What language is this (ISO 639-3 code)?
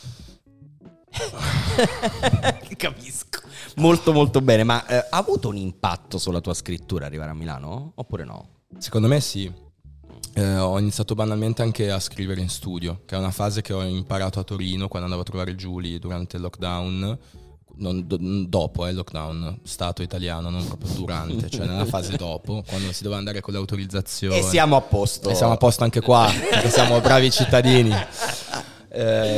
ita